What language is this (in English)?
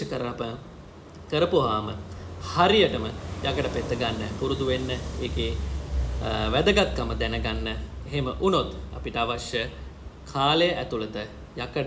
Sinhala